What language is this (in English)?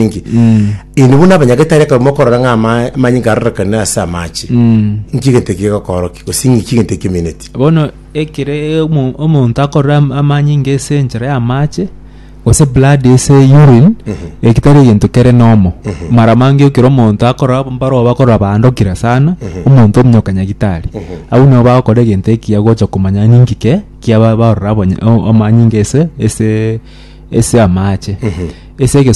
Gusii